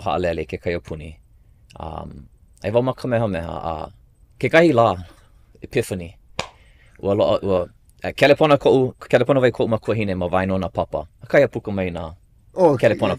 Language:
Hawaiian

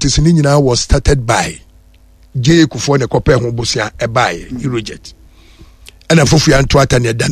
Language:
Akan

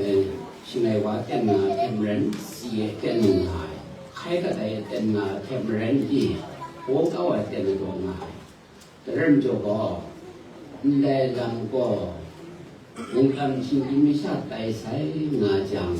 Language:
Kachin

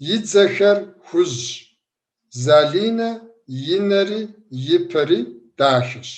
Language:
Kabardian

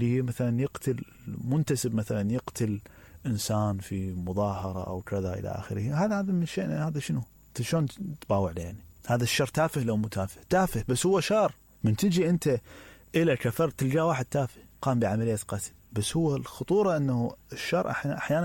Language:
Mesopotamian Arabic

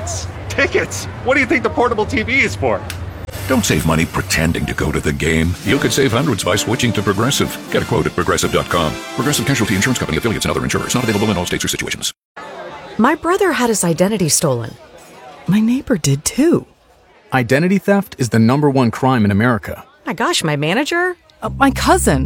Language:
English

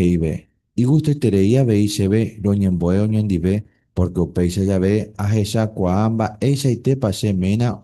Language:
Guarani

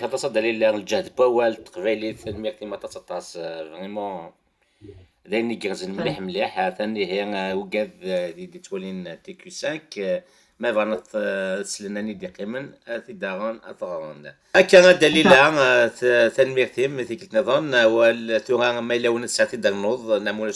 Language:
Kabyle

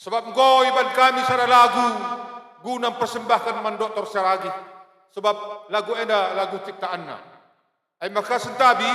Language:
Batak Karo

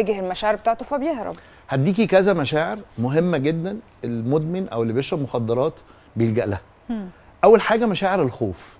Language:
Egyptian Arabic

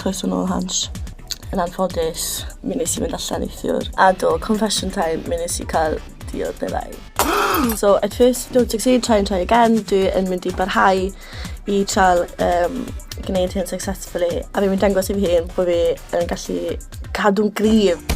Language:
Welsh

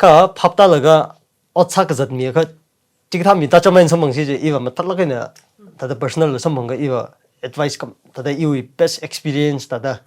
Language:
Tangkhul Naga (India)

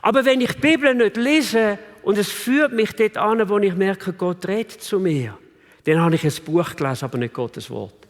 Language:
Swiss German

